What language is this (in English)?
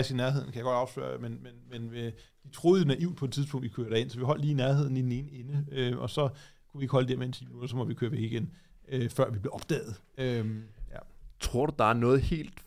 Danish